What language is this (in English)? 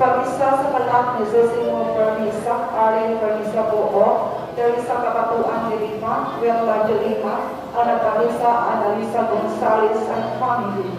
Cebuano